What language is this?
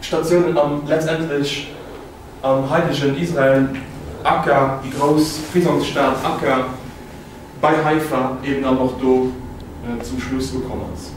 Luxembourgish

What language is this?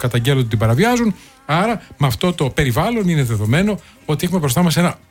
Greek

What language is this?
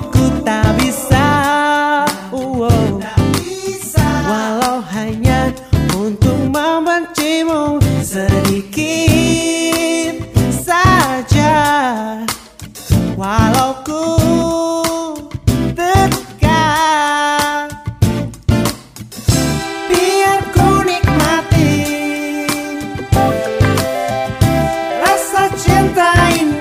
Indonesian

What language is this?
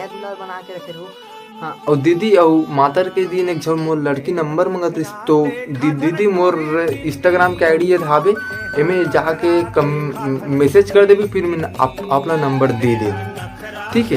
Chhattisgarhi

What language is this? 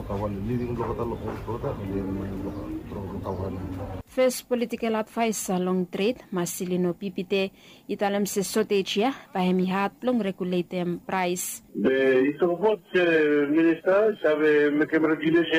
Bislama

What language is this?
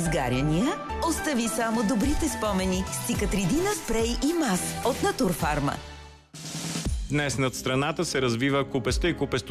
Bulgarian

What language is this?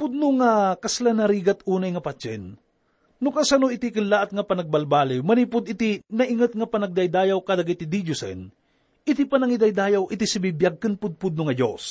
Iloko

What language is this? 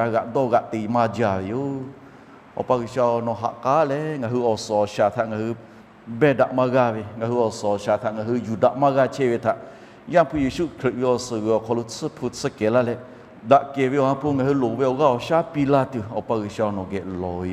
Lahu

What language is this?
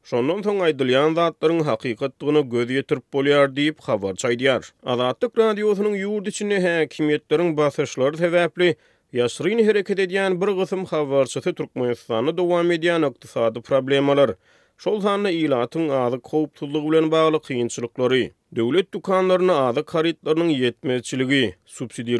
Turkmen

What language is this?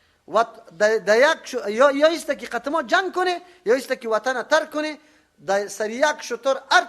Persian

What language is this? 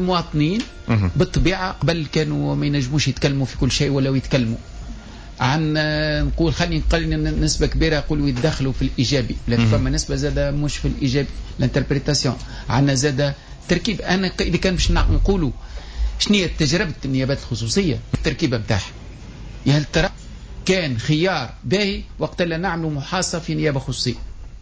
Tunisian Arabic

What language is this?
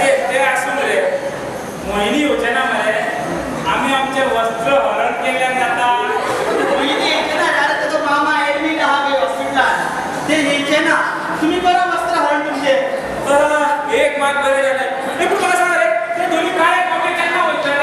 Konkani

